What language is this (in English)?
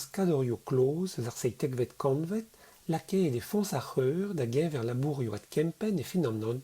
Breton